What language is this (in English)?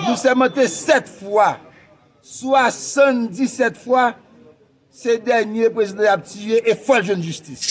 Haitian Creole